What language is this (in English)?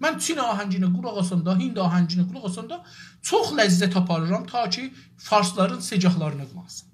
South Azerbaijani